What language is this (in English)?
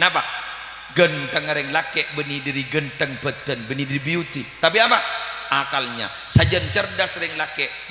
Madurese